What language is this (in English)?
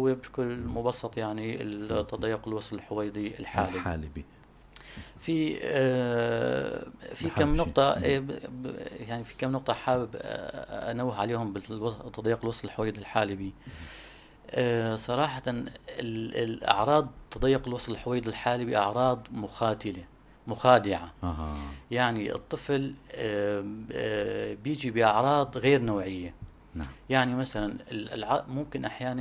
North Levantine Arabic